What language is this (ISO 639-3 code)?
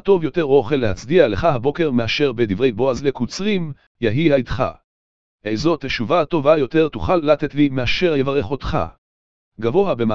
heb